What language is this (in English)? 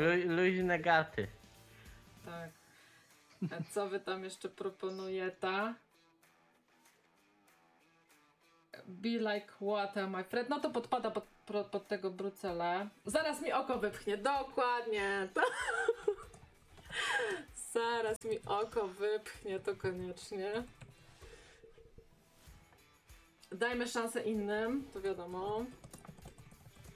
Polish